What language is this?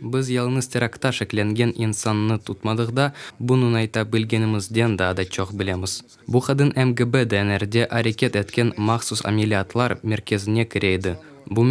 Crimean Tatar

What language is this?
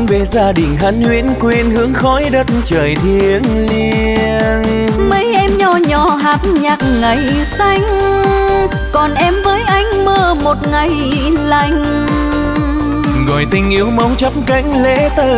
Vietnamese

